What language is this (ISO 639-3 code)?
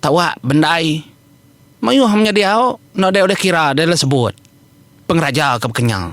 iba